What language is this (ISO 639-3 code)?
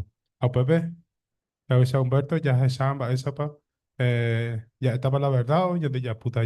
grn